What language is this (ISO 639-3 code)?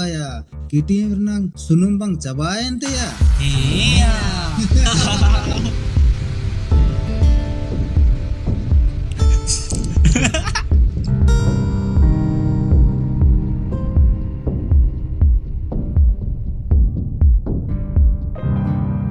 sat